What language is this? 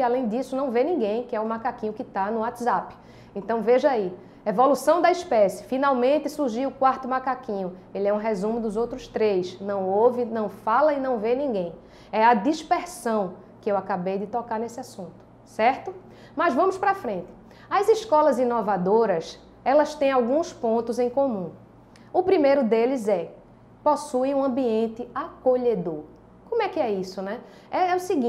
Portuguese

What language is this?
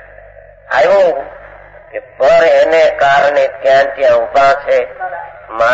Gujarati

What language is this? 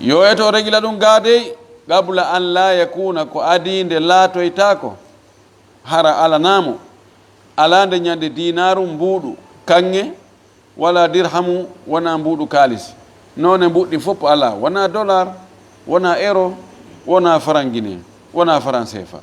Fula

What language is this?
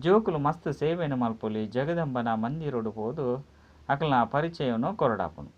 Tulu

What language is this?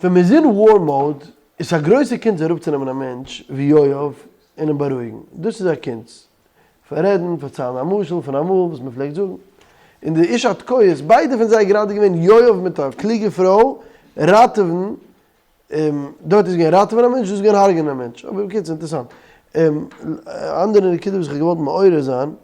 Yiddish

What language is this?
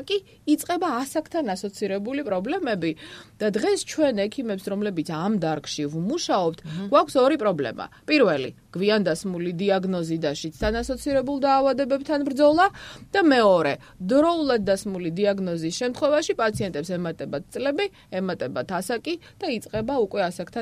Georgian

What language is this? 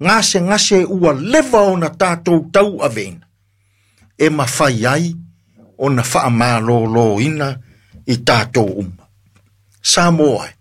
Samoan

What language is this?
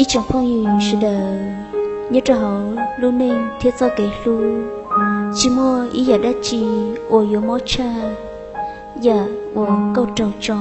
Hmong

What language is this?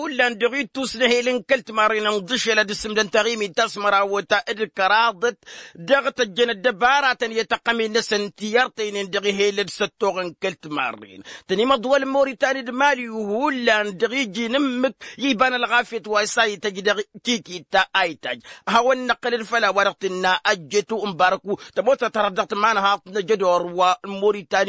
Tamasheq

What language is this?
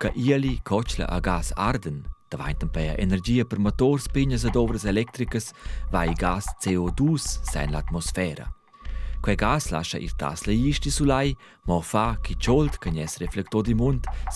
Romansh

